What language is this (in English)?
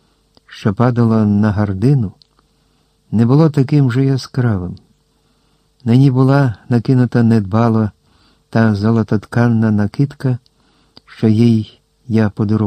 Ukrainian